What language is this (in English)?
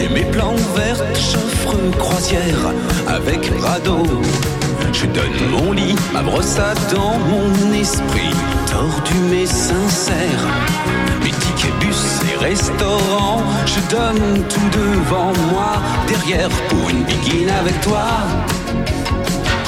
French